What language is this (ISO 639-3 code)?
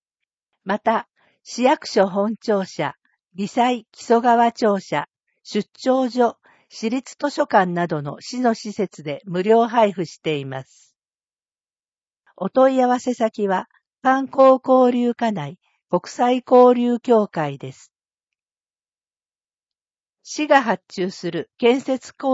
jpn